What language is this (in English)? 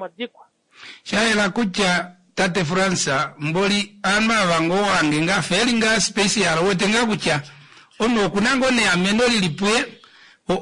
Kuanyama